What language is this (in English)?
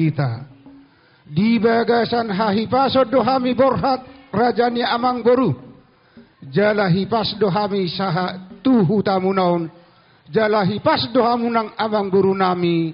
Batak Toba